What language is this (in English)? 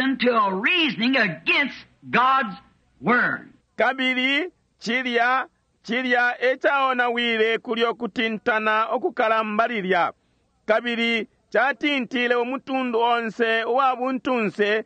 Bemba